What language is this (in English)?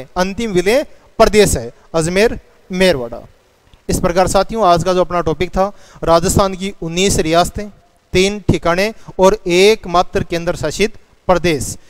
Hindi